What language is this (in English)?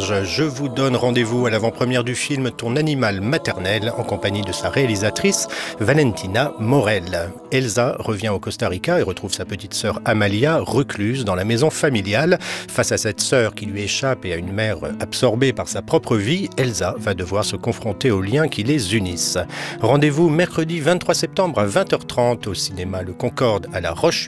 French